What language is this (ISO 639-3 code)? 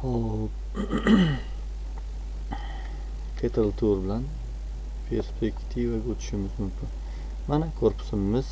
uzb